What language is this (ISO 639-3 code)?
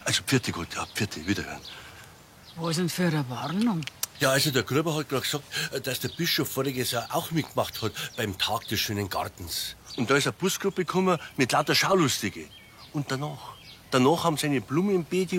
bar